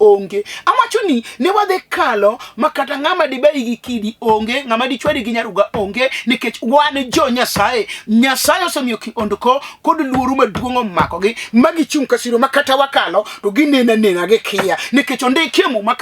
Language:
Luo (Kenya and Tanzania)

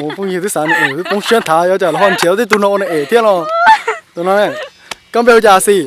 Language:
Hmong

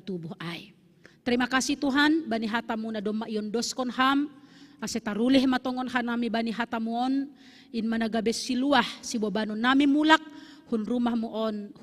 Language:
Batak Simalungun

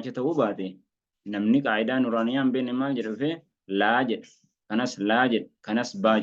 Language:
Oromo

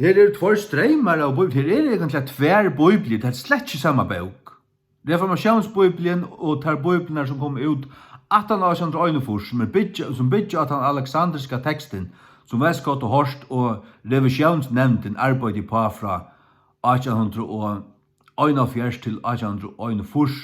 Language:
Faroese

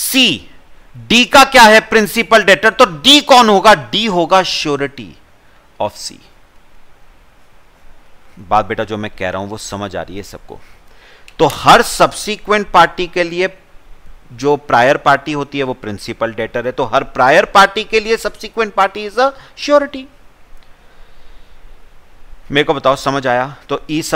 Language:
Hindi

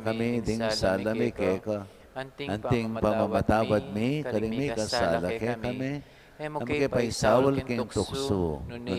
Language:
Pampanga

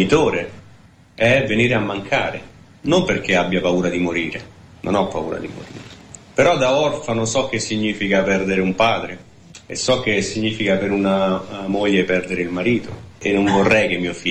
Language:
Italian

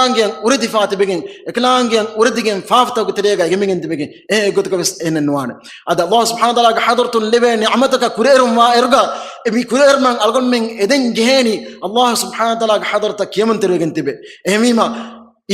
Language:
Divehi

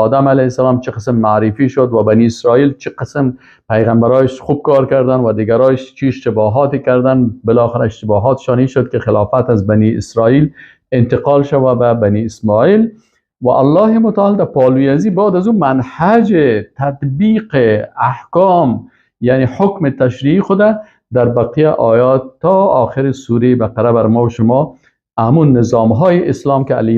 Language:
Persian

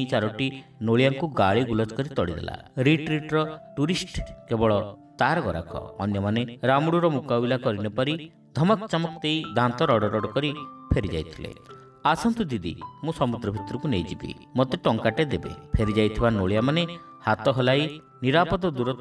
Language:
Odia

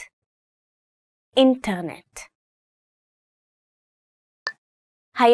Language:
Hebrew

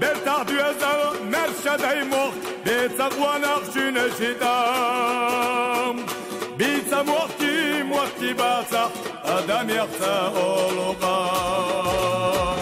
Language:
Chechen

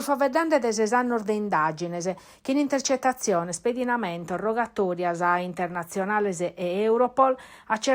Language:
Sardinian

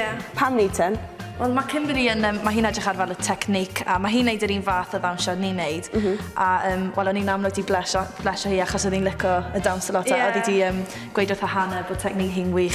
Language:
Welsh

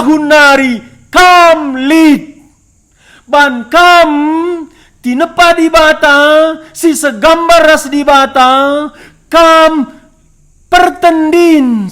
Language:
Batak Karo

